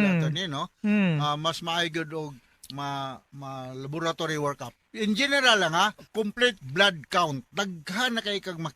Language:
Cebuano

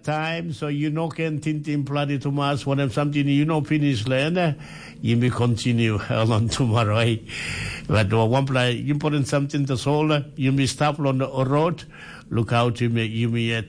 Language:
Tok Pisin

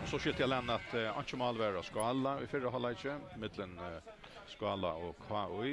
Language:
Faroese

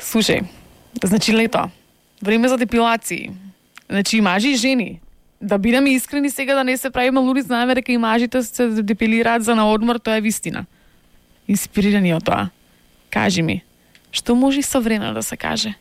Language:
Macedonian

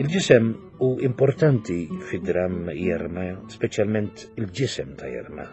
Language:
Maltese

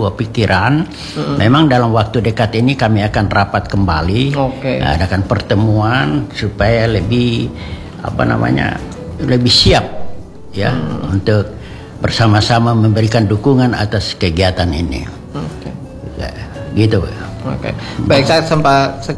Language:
Indonesian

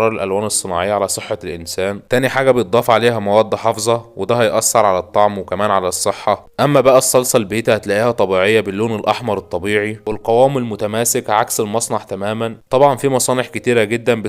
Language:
Egyptian Arabic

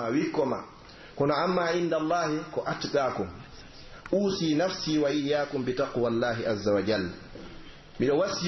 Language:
Pular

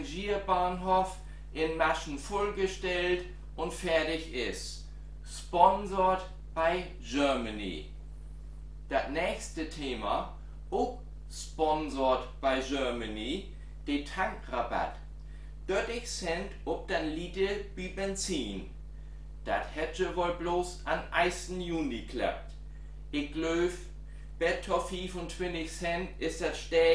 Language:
Low German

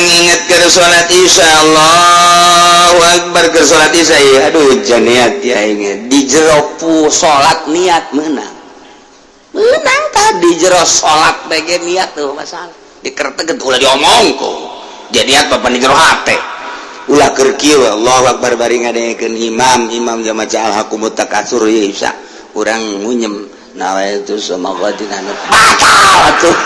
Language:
Sundanese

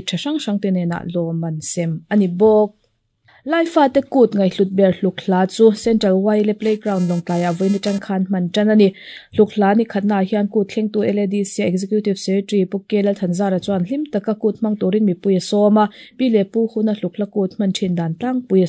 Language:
Mizo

